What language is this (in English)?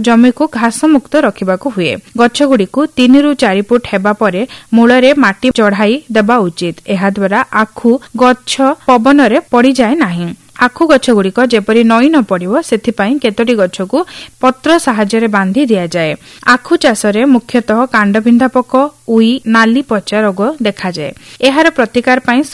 Odia